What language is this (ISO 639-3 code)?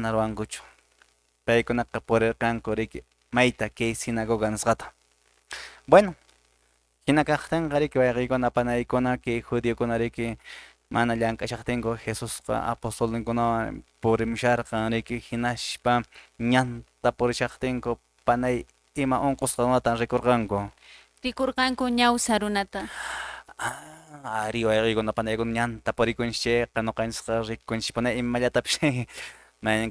que